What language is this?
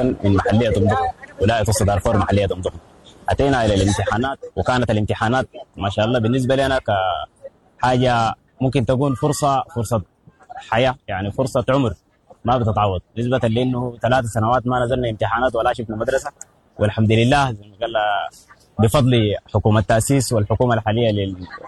Sudanese Arabic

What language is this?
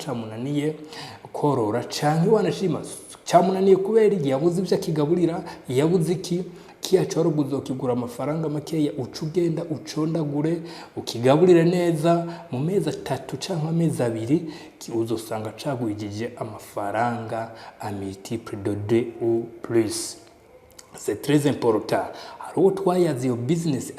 Rundi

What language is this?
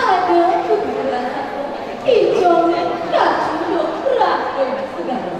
Balinese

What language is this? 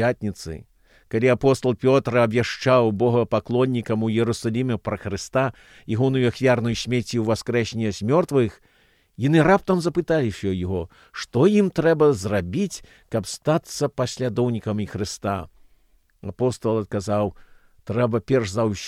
Belarusian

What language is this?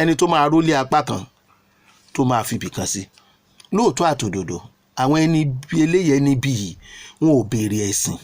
Yoruba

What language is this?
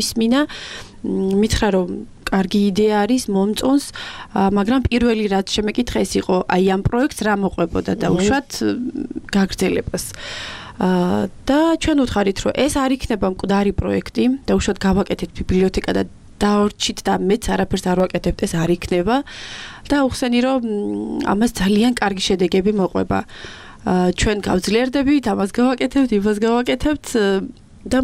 Georgian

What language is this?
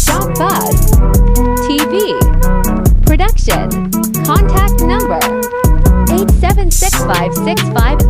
Jamaican Creole English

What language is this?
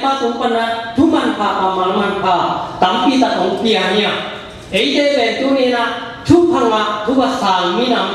Tedim Chin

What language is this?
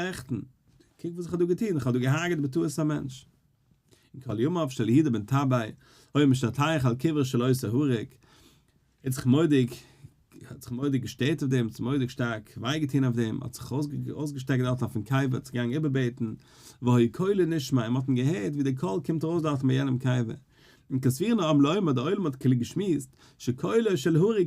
Yiddish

